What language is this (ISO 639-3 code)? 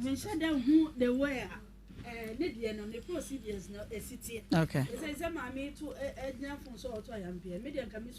aka